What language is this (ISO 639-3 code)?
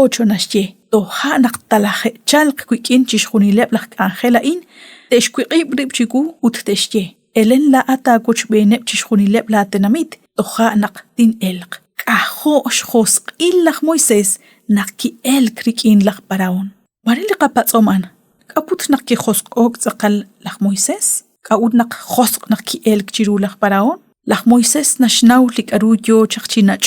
kek